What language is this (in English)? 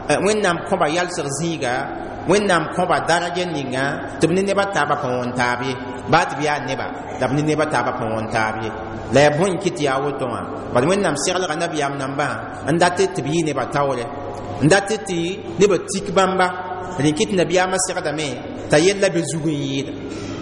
Mossi